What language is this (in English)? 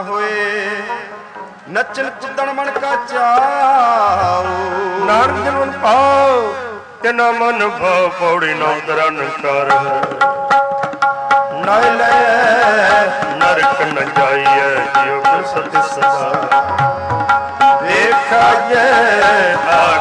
Punjabi